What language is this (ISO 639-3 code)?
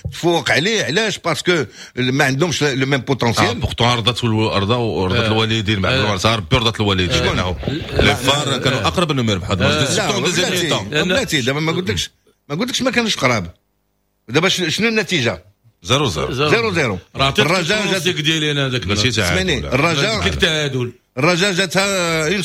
ary